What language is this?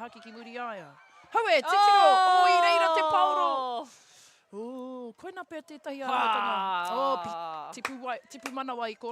Māori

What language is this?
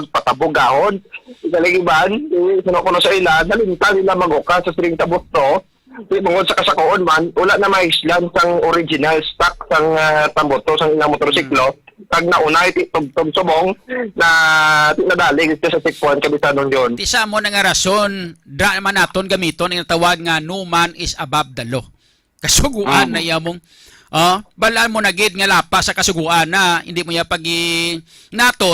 Hiligaynon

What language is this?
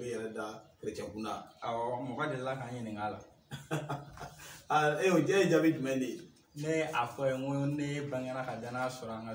Bambara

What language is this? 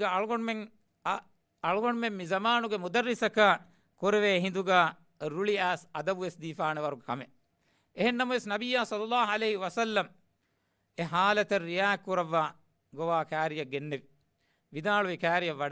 Divehi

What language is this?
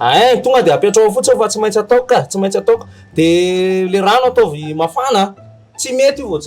Malagasy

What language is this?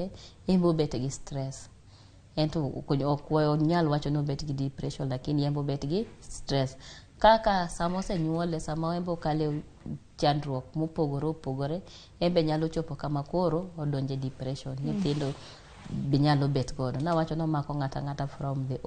Luo (Kenya and Tanzania)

